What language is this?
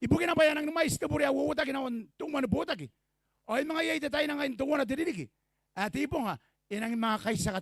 Gilbertese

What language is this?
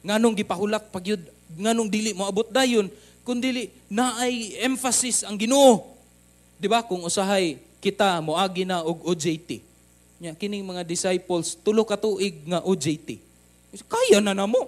Cebuano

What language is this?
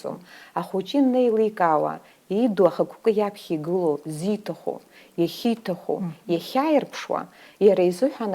Abkhazian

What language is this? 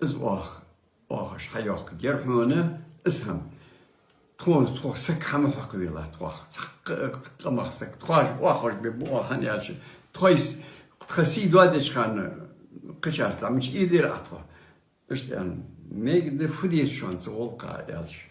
Ingush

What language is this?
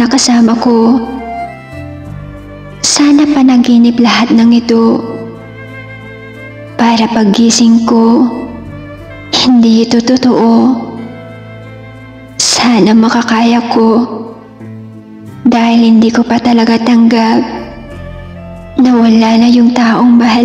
Filipino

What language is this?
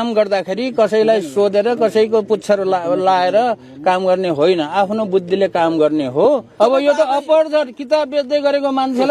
Nepali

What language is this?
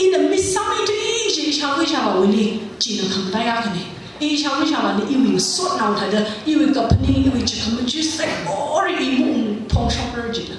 Tangkhul Naga (India)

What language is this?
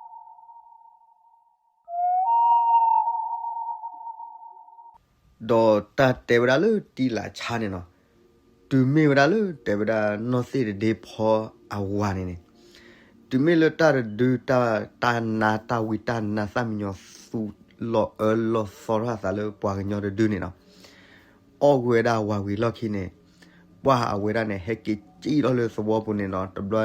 S'gaw Karen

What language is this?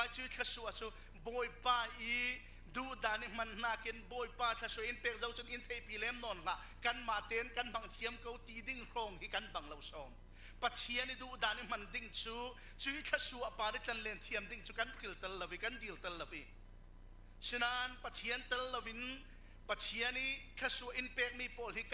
Falam Chin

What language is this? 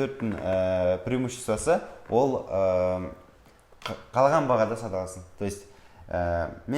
Kazakh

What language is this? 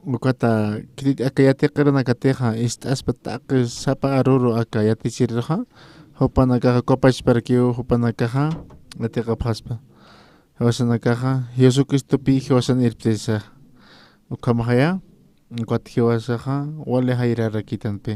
Aymara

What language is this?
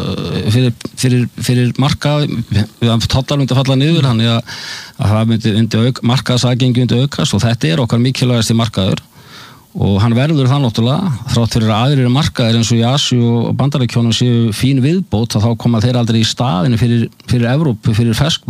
Icelandic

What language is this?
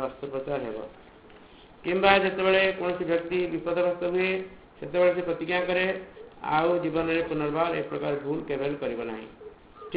Odia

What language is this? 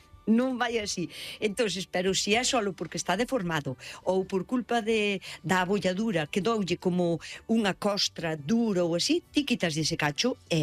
Galician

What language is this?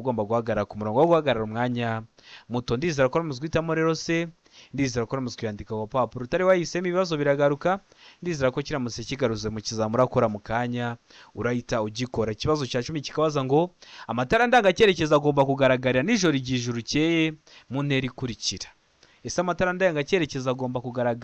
Kinyarwanda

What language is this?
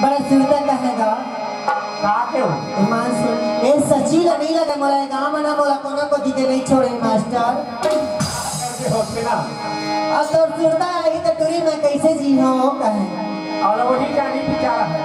Chhattisgarhi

